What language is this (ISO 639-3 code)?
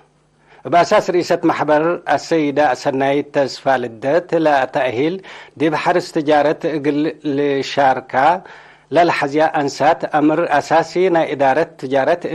tig